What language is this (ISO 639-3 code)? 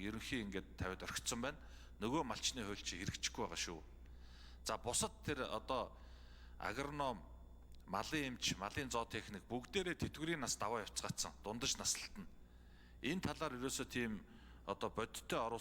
mon